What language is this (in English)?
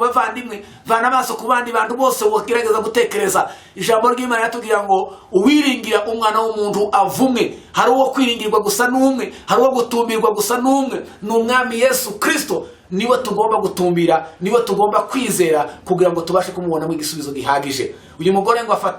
Kinyarwanda